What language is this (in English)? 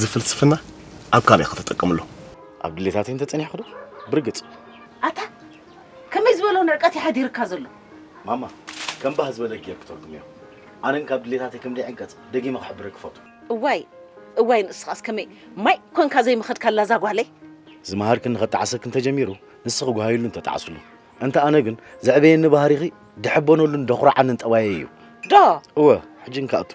Tigrinya